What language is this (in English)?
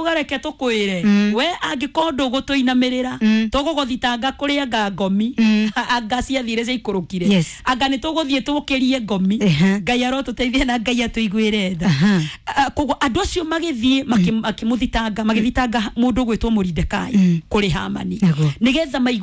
Kikuyu